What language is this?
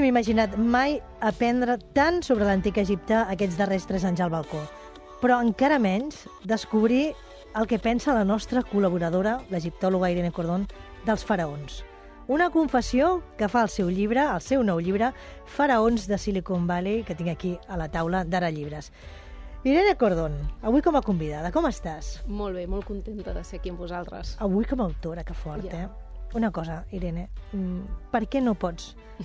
Catalan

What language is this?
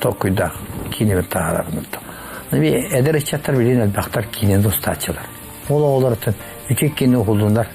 Yakut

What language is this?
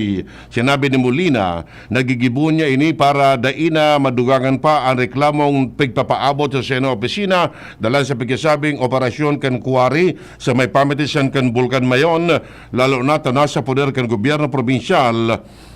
Bikol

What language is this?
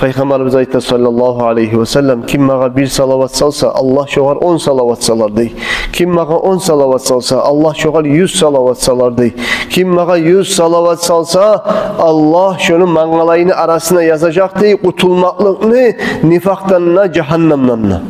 Kumyk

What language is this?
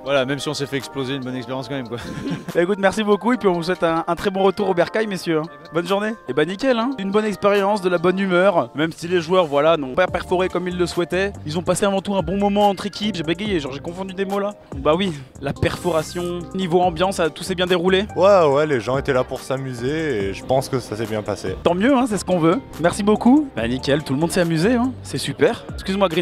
French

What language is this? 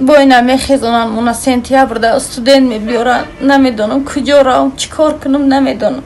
Tajik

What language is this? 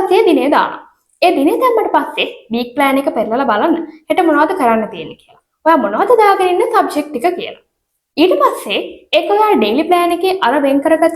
Sinhala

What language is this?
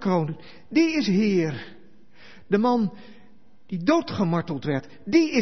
Dutch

